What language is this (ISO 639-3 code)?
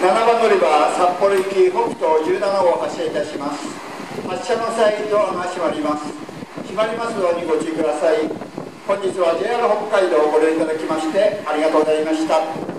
jpn